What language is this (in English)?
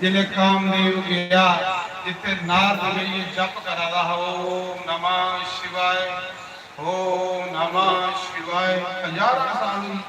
Dogri